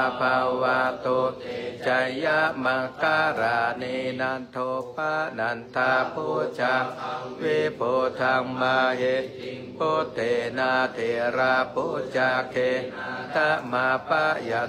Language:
Pali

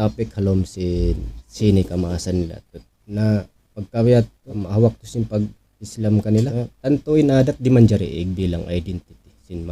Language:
Tausug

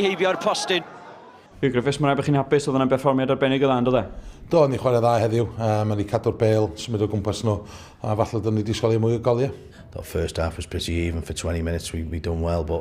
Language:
Welsh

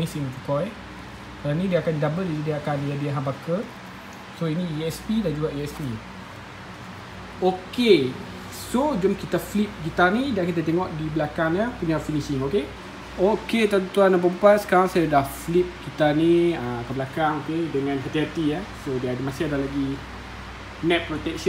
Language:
Malay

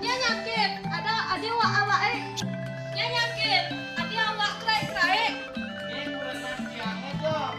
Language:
Balinese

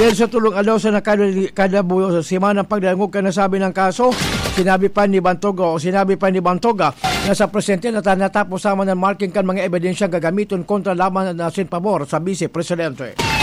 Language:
Bikol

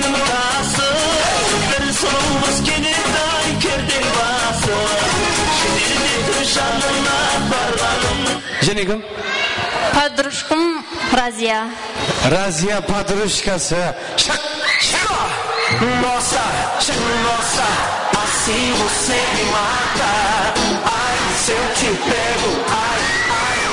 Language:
Kara-Kalpak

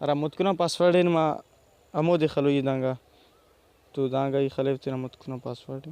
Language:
Brahui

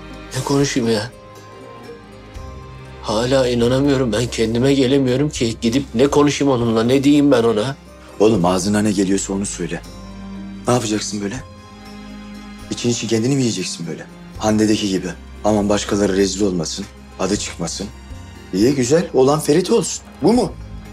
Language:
Turkish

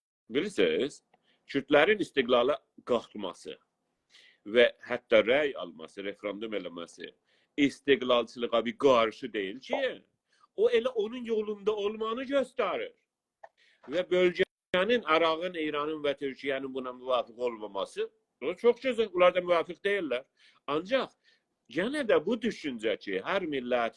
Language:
South Azerbaijani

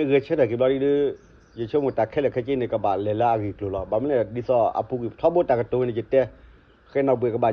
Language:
S'gaw Karen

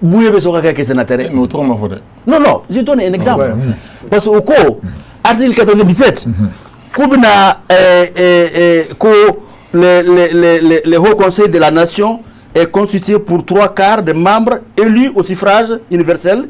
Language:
Bambara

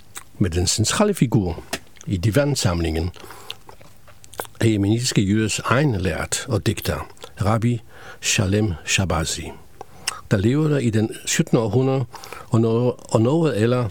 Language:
Danish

